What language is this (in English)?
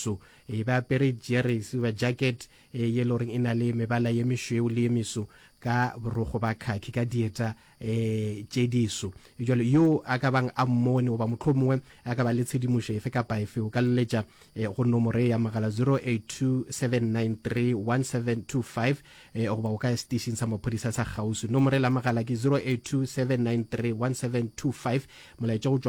Northern Sotho